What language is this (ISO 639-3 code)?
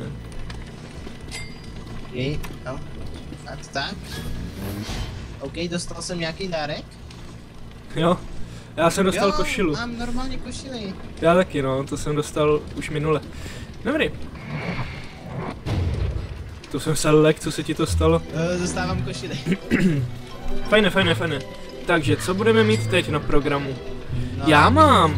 ces